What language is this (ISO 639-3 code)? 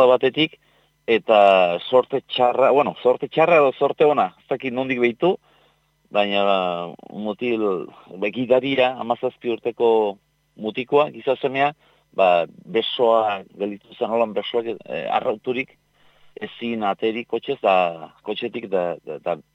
eus